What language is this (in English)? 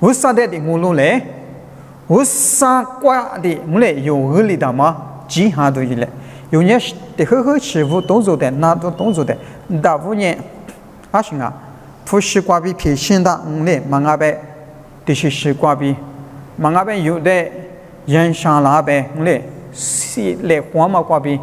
Lisu